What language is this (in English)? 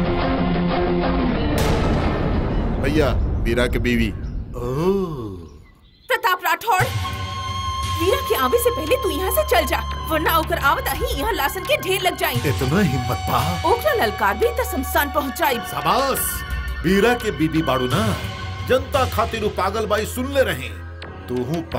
Bhojpuri